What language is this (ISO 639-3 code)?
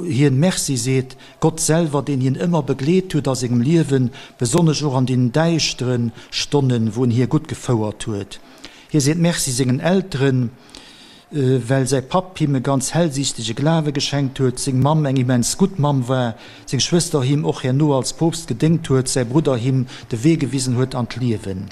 ltz